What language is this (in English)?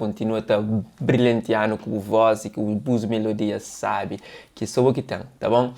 Kabuverdianu